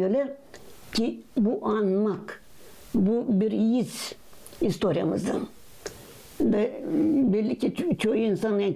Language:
Gagauz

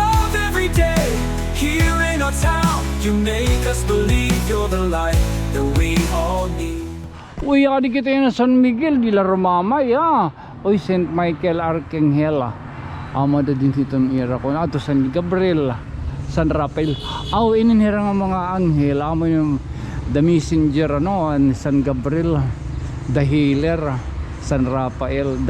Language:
Waray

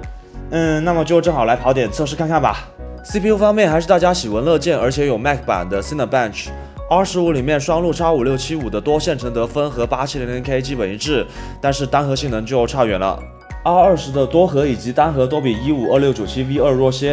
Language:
Chinese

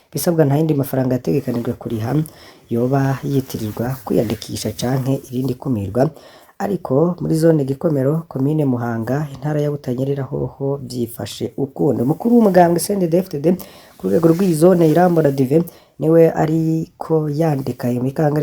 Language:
Rundi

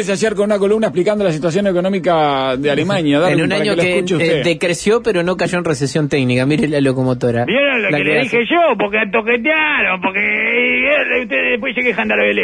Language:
Spanish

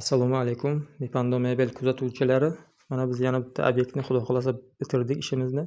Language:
Uzbek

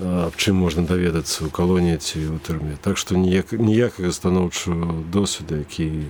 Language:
Belarusian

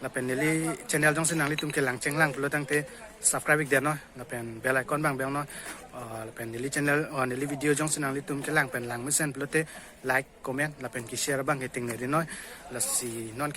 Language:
Karbi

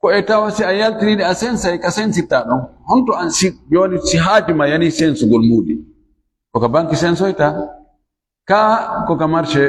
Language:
Fula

